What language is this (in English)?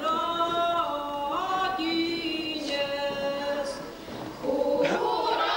Chuvash